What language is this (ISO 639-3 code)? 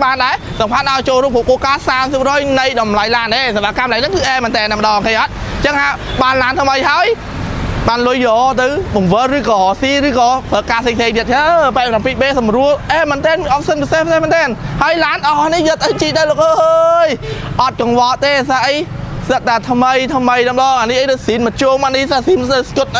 khm